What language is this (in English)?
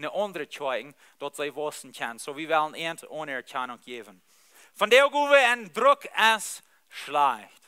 Plautdietsch